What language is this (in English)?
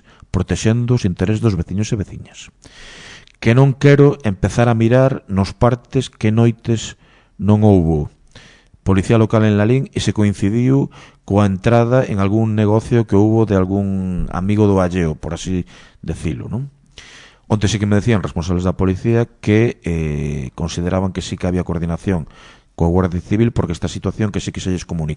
Galician